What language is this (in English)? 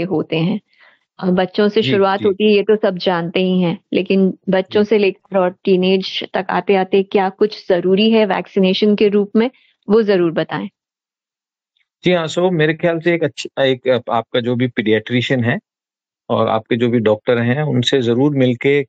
Hindi